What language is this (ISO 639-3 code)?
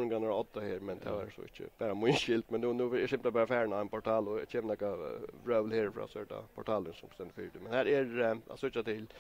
fao